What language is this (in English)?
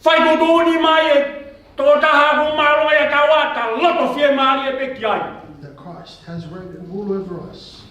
Tongan